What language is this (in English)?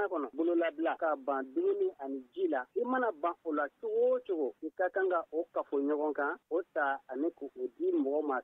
Bambara